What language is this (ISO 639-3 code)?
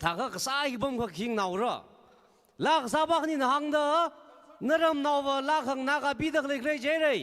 nmf